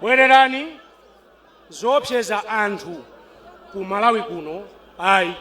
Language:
Nyanja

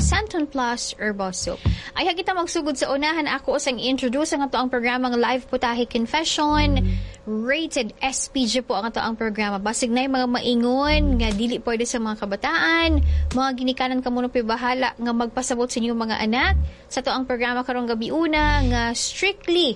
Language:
Cebuano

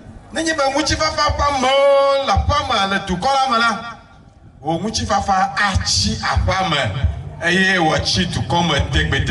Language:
Ewe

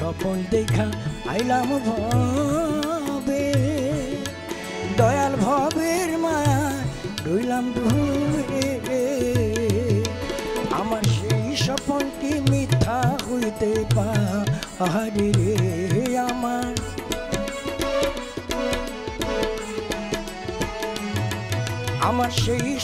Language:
Bangla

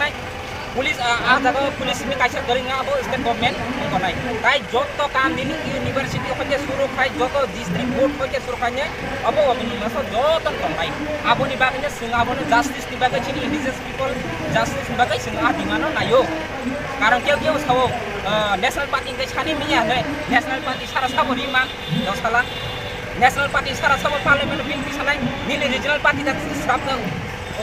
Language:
Kok Borok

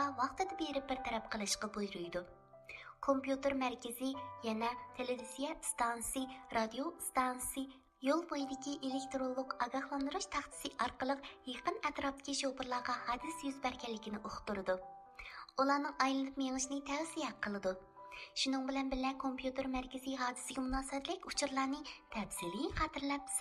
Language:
Uyghur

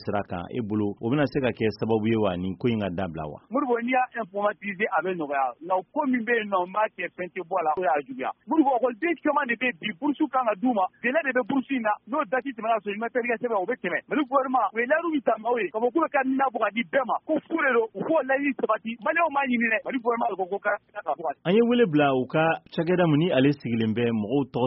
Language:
Bambara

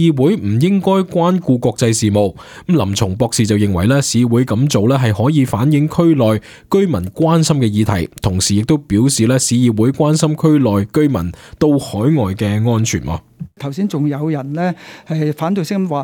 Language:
Cantonese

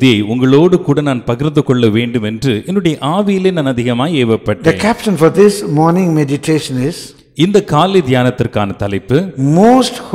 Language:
Tamil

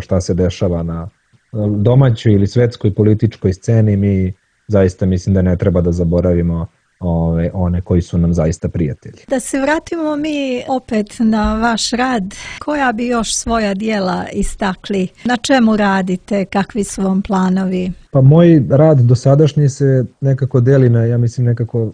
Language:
Serbian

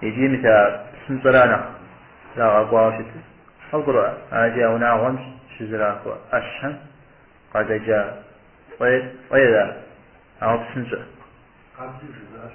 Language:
Kabardian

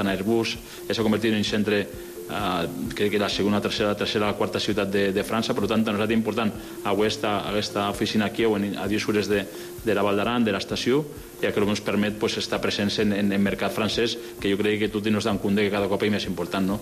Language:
Catalan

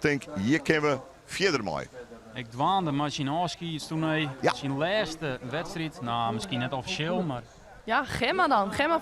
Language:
Western Frisian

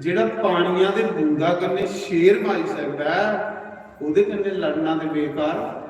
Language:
Dogri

